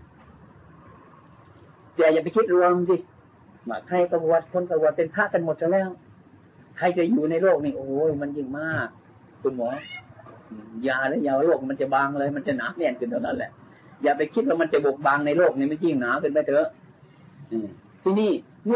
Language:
Thai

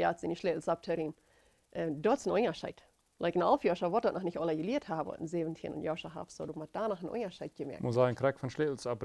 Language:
Plautdietsch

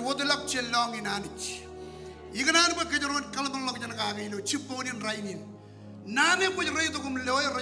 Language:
Marshallese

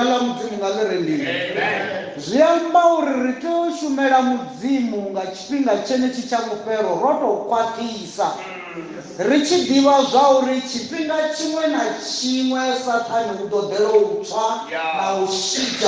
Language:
Venda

